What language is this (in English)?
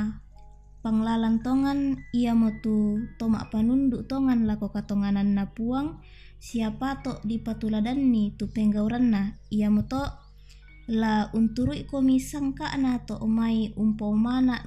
Toraja-Sa'dan